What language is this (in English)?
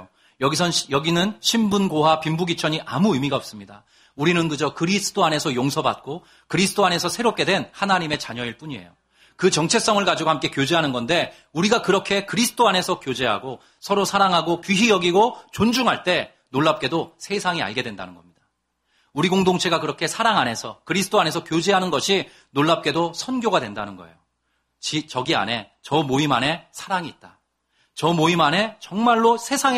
Korean